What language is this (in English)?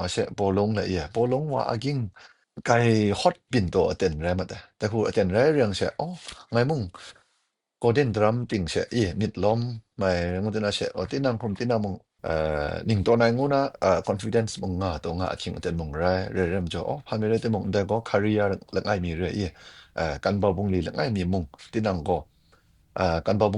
Kachin